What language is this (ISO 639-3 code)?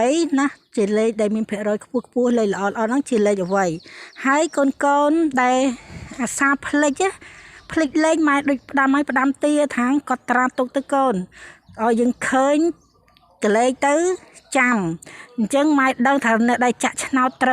khm